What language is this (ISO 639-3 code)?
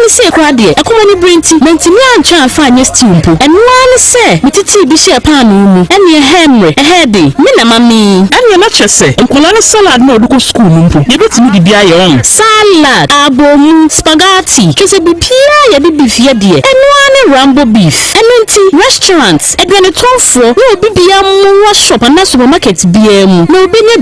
aka